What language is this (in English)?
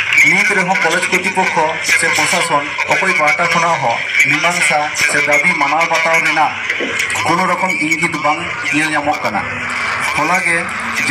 Santali